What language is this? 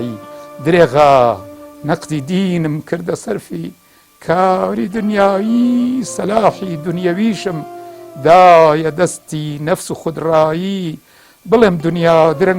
Central Kurdish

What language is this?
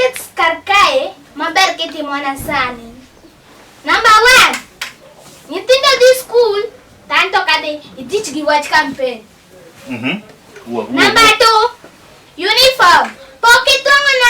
Luo (Kenya and Tanzania)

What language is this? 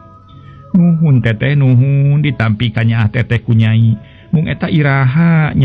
Sundanese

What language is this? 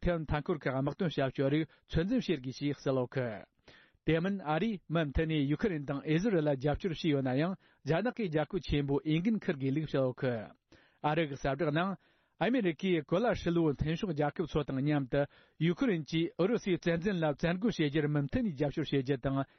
Tibetan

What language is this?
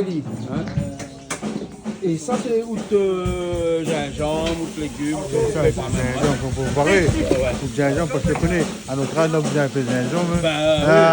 Réunion Creole French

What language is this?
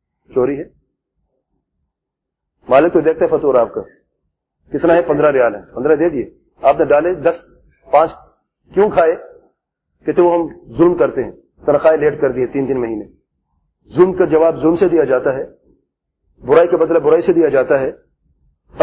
Urdu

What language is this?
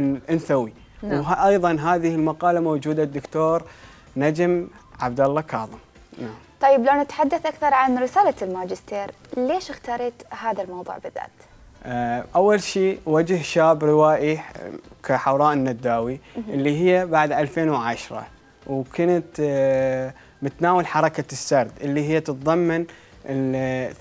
Mesopotamian Arabic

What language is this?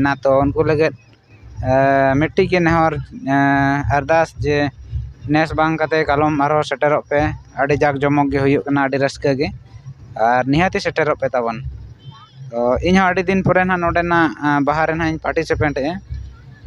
Santali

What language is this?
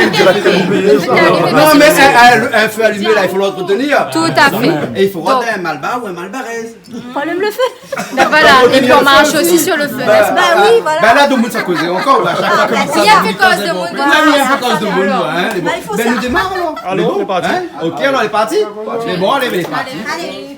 Réunion Creole French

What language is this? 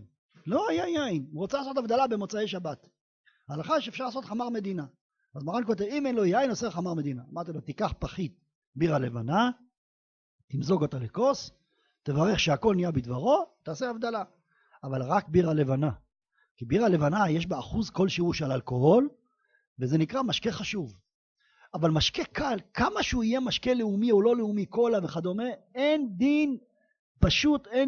Hebrew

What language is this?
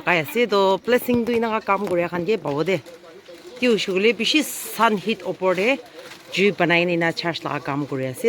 Naga Pidgin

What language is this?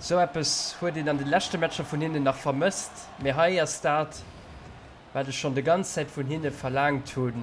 Luxembourgish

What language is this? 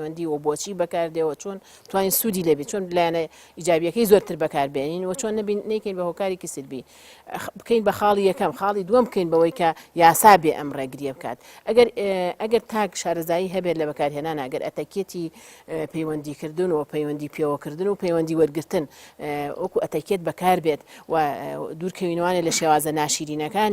Central Kurdish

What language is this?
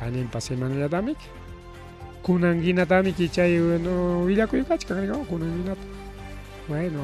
Ayacucho Quechua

